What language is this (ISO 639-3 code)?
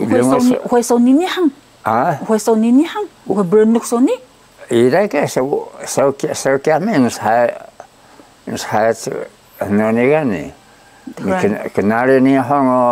trv